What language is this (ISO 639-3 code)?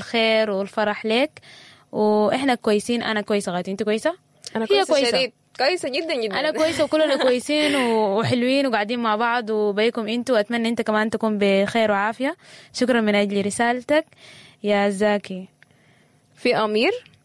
apd